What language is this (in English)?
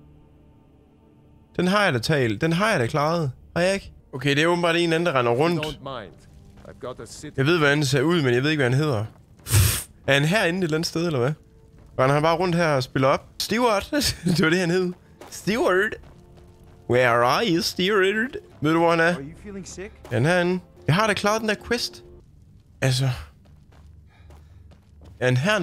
Danish